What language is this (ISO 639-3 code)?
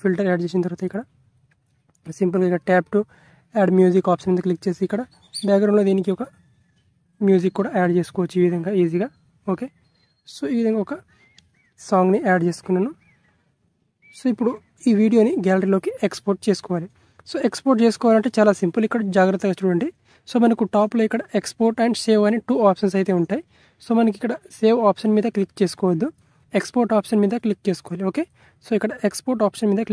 tel